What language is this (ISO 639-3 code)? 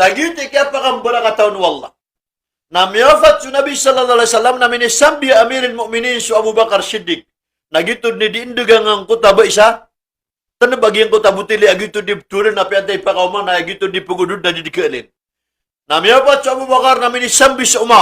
mrw